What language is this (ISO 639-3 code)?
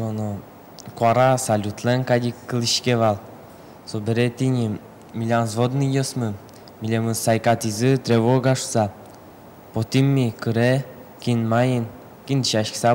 udm